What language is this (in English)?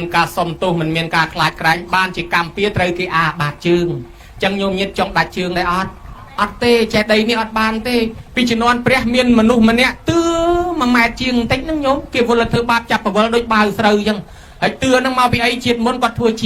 Khmer